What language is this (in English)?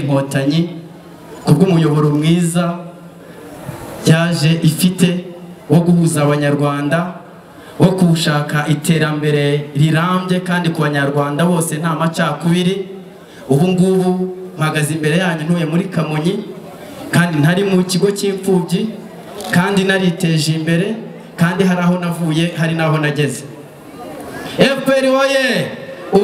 Kinyarwanda